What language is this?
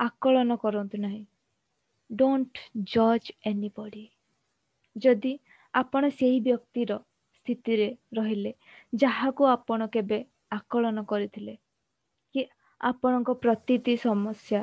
Odia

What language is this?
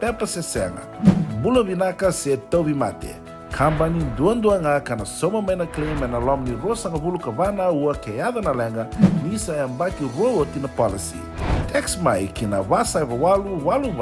Fijian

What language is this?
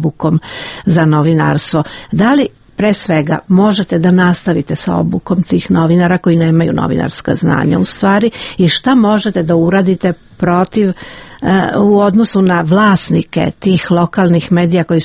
Serbian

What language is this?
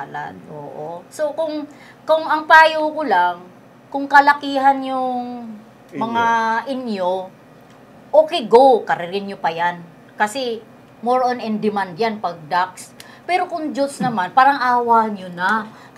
Filipino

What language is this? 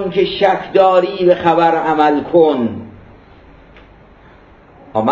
Persian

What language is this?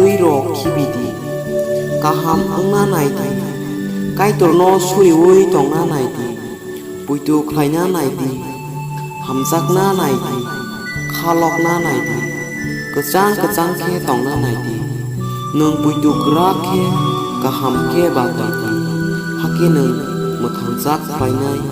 Kok Borok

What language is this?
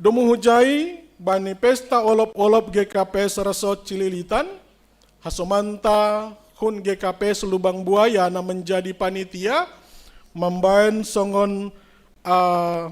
Batak Simalungun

